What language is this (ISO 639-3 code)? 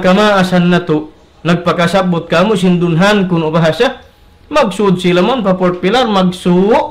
tsg